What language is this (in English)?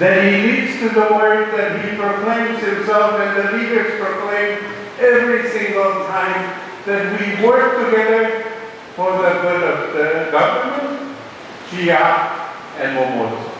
Pohnpeian